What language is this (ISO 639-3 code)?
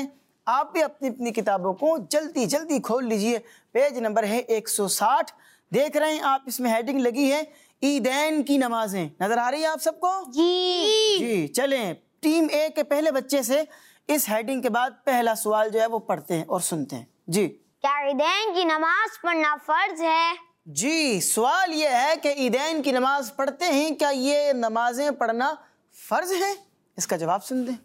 urd